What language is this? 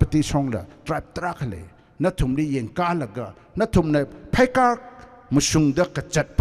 Tangkhul Naga (India)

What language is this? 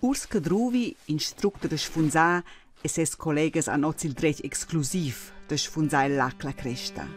Romansh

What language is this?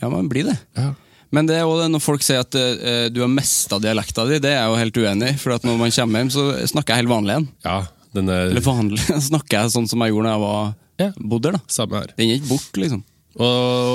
Norwegian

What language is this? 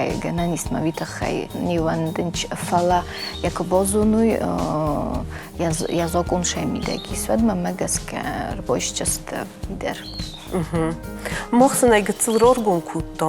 Ossetic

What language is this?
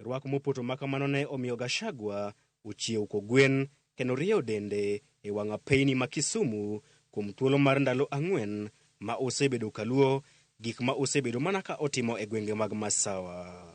Luo (Kenya and Tanzania)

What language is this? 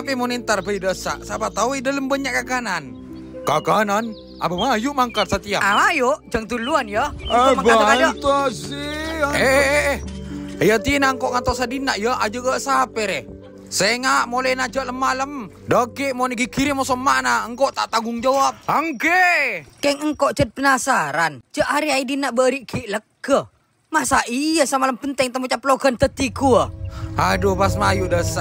Madurese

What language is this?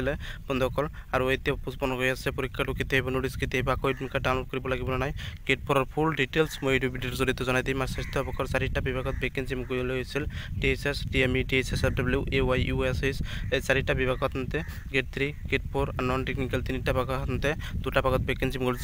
Assamese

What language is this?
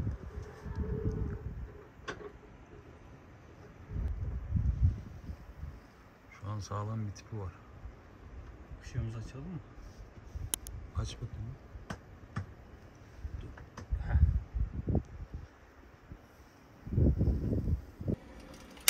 Turkish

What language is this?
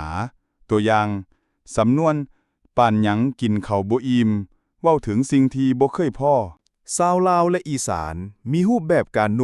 Lao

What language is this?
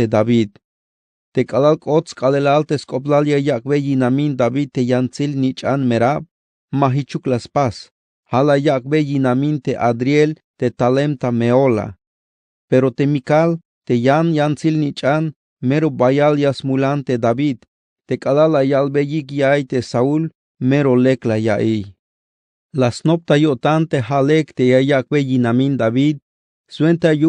Tzeltal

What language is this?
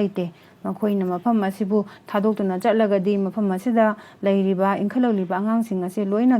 Manipuri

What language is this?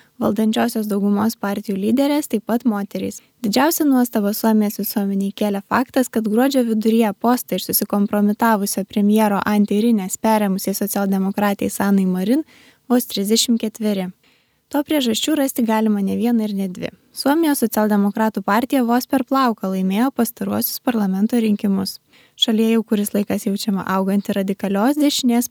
Lithuanian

